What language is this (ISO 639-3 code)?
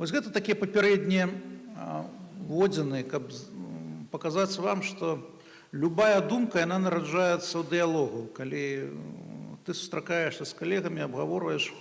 bel